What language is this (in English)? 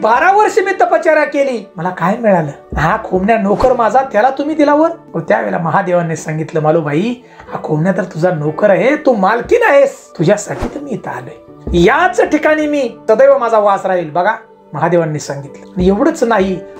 Marathi